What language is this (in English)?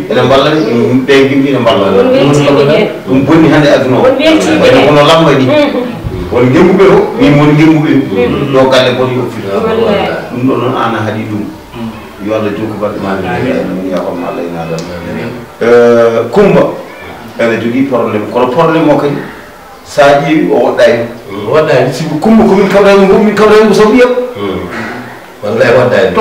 Fula